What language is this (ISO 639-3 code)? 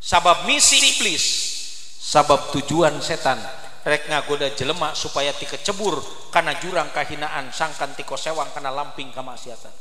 sun